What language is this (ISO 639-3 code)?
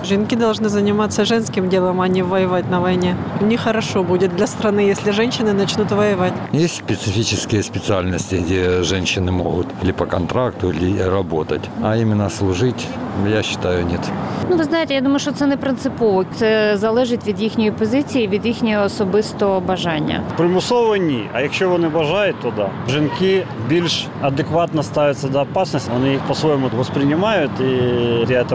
ukr